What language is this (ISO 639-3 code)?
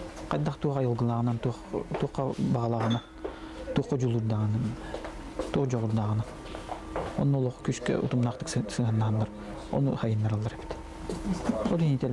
sah